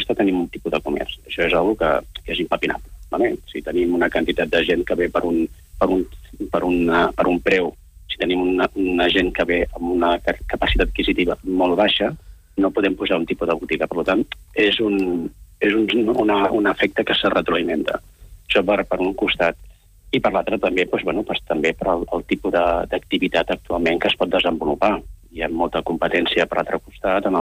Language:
Catalan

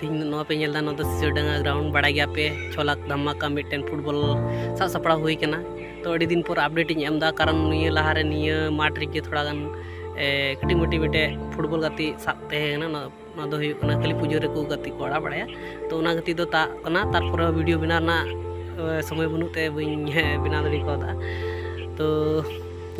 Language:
Santali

